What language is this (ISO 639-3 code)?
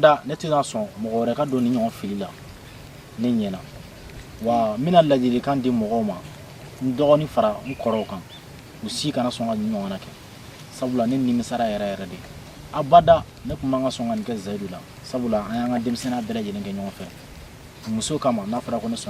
bam